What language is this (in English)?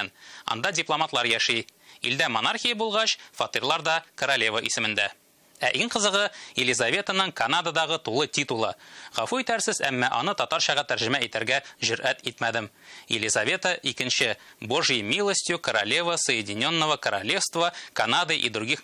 Tatar